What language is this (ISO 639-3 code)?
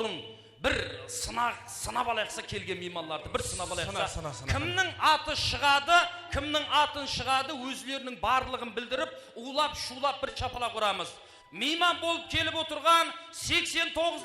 kaa